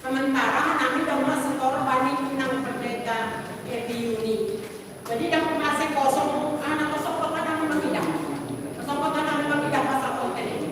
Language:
Batak Simalungun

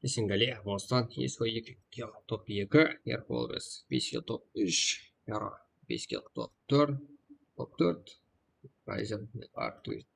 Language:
Kara-Kalpak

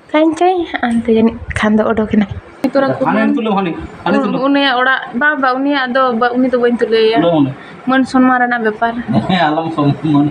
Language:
Santali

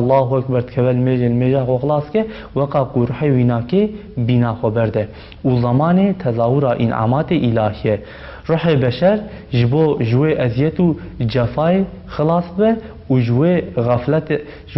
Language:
Kurdish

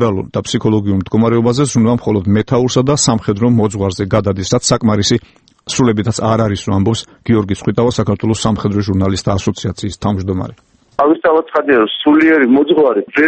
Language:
Georgian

